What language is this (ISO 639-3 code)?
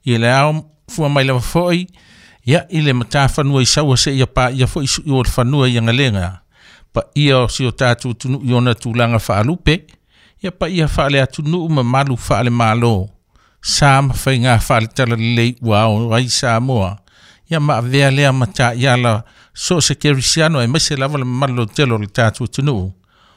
smo